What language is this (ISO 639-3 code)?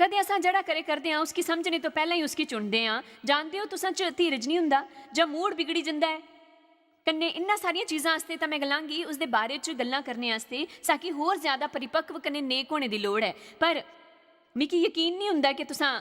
doi